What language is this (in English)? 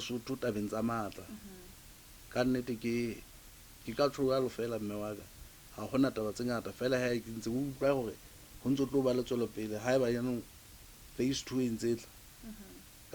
Southern Sotho